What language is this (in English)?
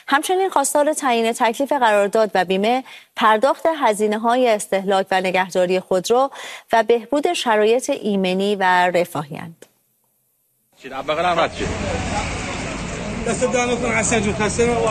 Persian